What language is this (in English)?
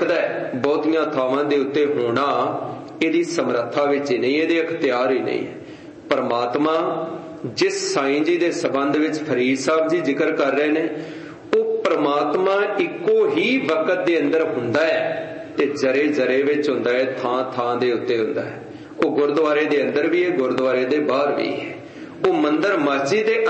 Punjabi